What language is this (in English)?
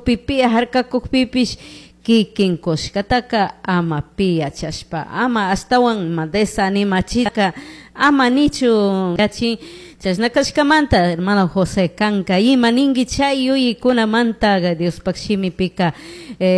Chimborazo Highland Quichua